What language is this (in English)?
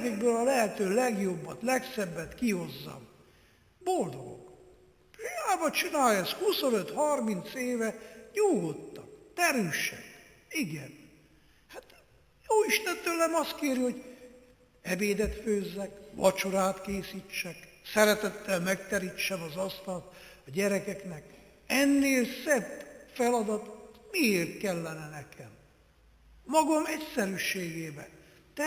Hungarian